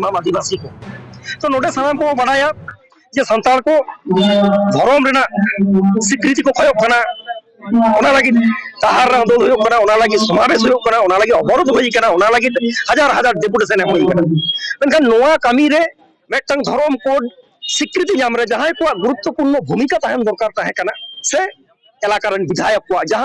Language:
Santali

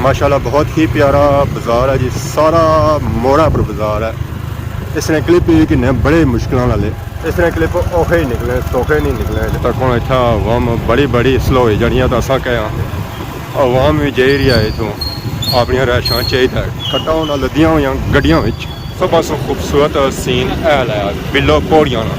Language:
Pahari-Potwari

